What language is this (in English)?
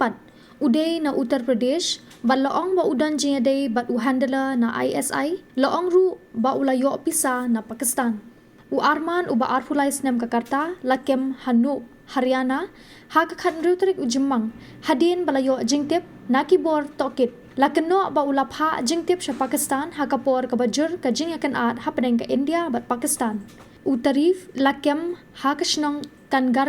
Khasi